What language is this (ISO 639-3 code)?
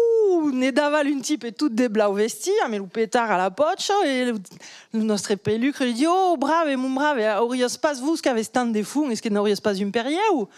oci